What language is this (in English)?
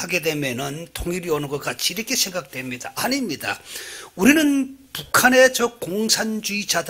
Korean